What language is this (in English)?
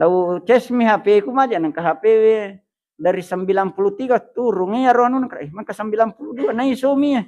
Buginese